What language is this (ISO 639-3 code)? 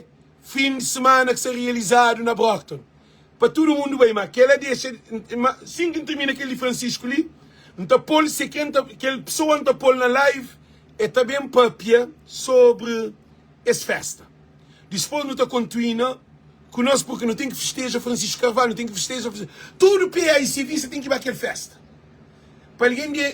kea